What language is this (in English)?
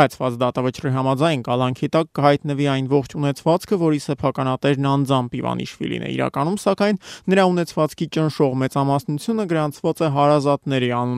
Armenian